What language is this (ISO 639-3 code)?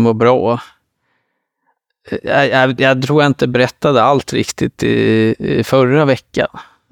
swe